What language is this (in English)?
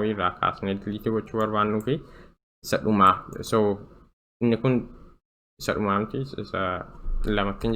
Oromo